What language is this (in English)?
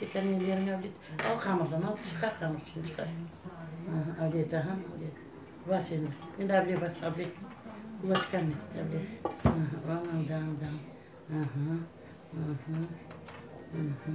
Crimean Tatar